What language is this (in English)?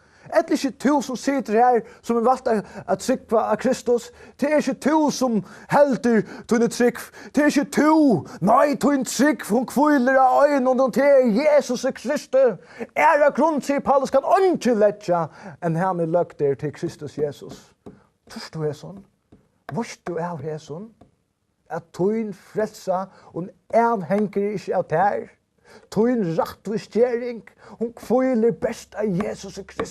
Faroese